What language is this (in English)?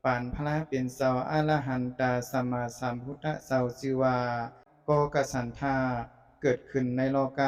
Shan